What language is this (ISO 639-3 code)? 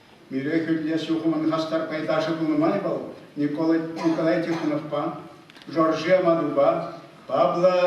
chv